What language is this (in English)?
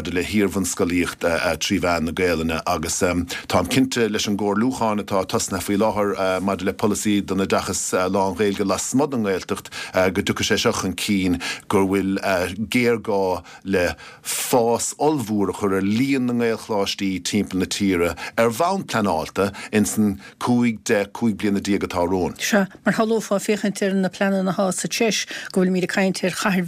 Irish